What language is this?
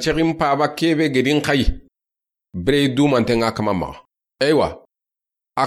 Soninke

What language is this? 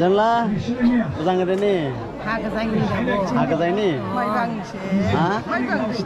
Dimasa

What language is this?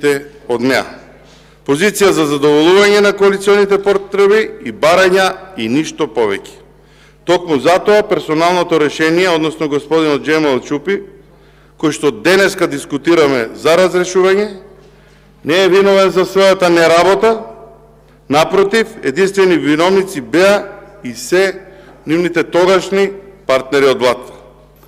Macedonian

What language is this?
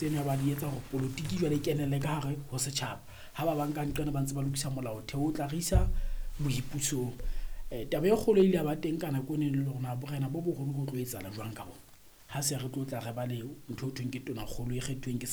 Southern Sotho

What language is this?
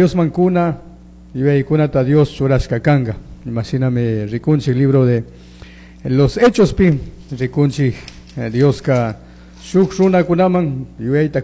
Chimborazo Highland Quichua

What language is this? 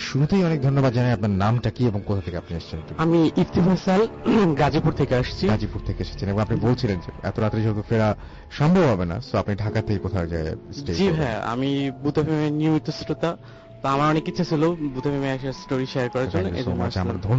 Bangla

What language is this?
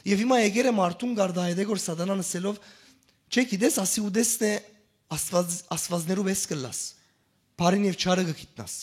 Western Armenian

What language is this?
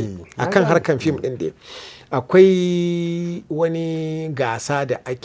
Hausa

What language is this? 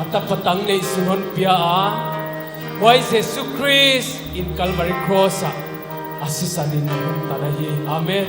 Paite Chin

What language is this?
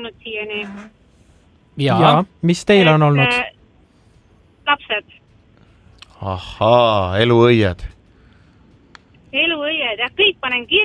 Estonian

